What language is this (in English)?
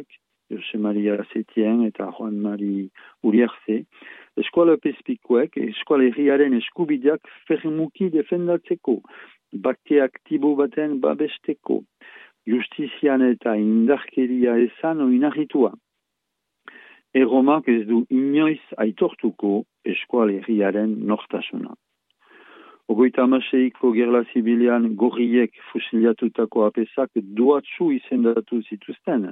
Basque